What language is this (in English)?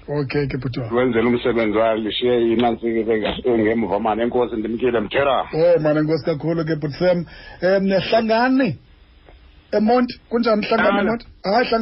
Xhosa